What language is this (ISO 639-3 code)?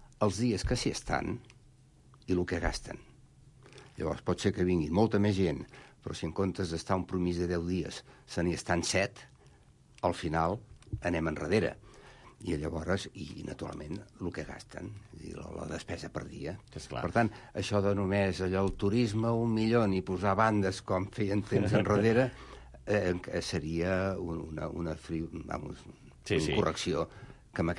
cat